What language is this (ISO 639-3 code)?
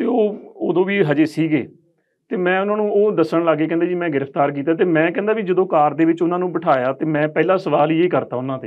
pan